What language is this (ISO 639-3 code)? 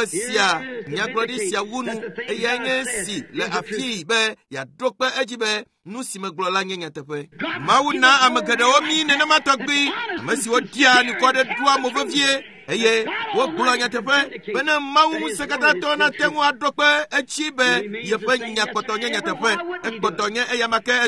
ewe